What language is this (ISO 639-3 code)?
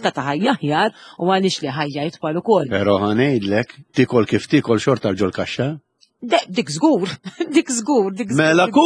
mlt